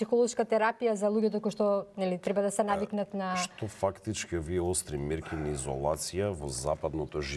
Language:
Macedonian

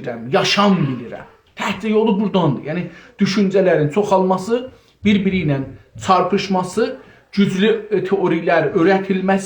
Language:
South Azerbaijani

